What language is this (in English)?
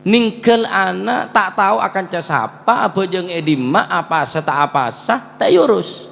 Madurese